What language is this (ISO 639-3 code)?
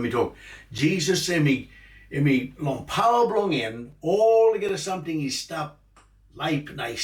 tpi